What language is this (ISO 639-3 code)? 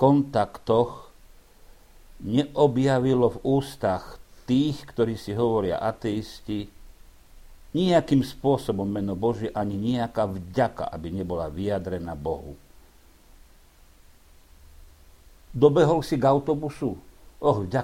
slk